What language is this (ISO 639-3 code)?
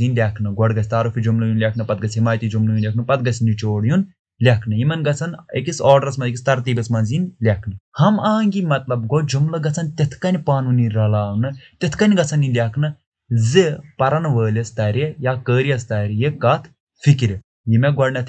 kas